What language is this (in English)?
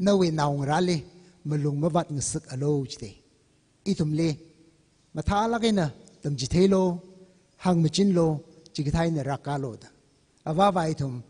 Tangkhul Naga (India)